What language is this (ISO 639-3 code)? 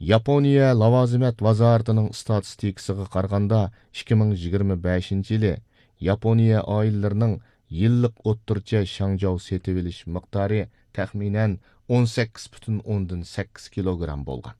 uig